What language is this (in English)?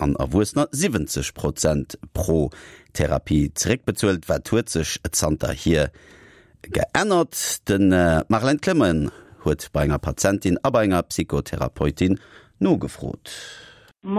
Luxembourgish